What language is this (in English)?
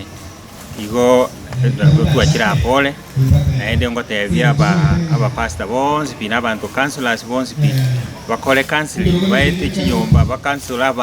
Gusii